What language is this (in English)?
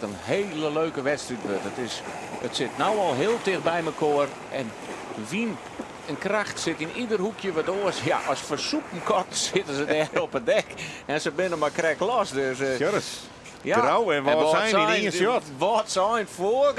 Western Frisian